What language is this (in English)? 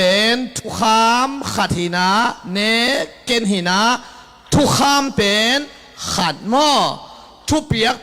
Tedim Chin